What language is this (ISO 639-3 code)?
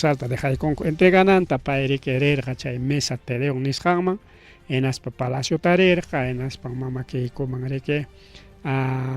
quy